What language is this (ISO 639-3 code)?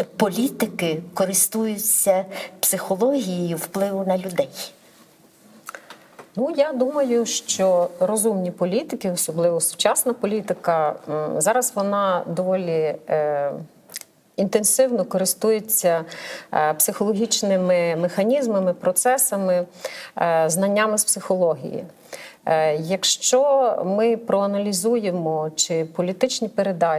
ukr